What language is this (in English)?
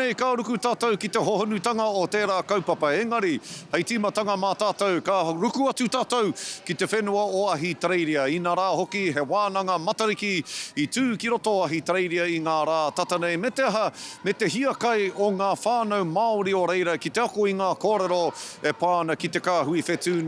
Māori